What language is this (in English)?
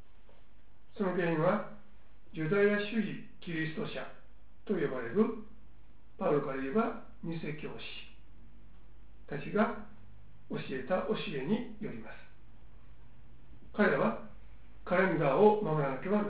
Japanese